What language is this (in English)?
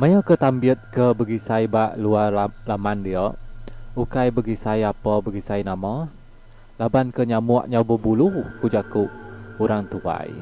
Iban